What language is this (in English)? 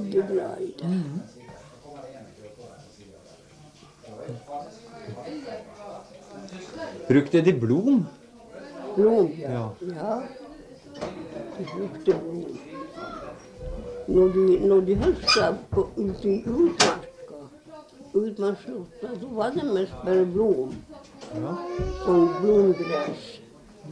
Norwegian